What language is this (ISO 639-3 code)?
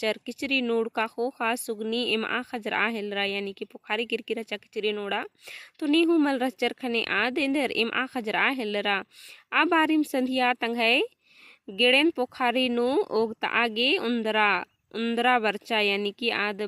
kru